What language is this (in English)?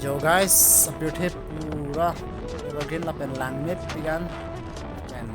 Karbi